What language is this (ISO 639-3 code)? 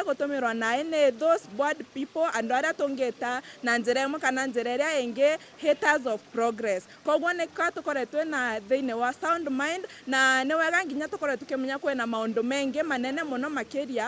mer